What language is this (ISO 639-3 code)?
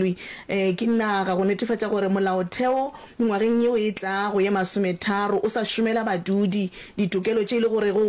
nso